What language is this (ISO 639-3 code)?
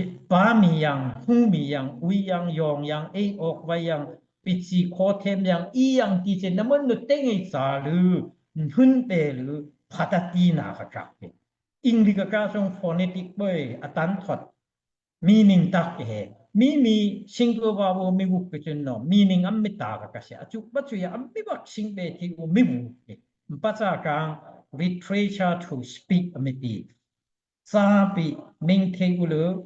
dao